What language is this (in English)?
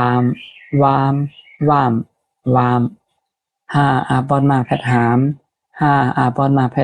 Shan